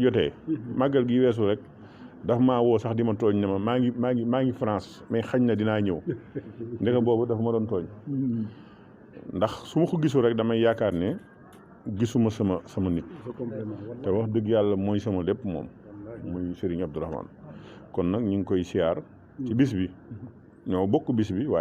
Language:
Wolof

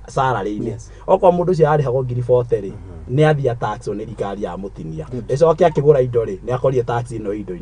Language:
Kikuyu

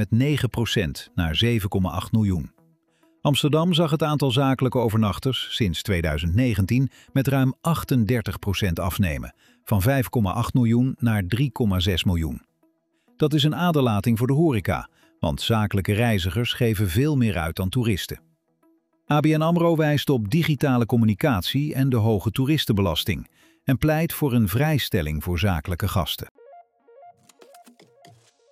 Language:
Dutch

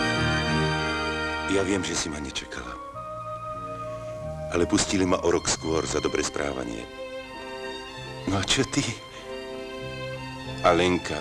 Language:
Slovak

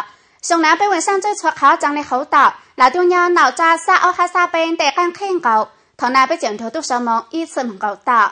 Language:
Hmong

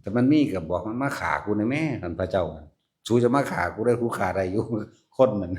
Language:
Northeastern Thai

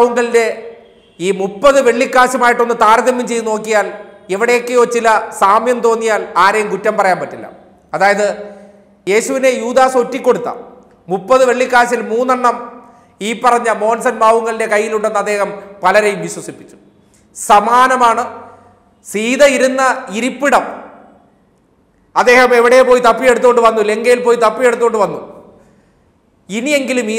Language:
Malayalam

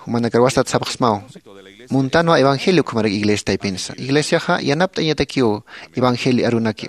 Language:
Aymara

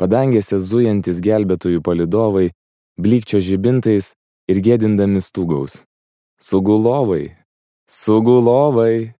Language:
Lithuanian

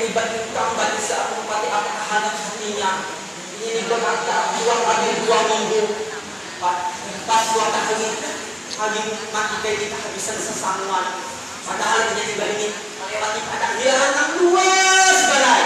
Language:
Banjar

